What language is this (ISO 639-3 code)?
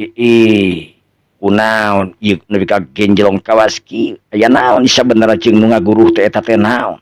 sun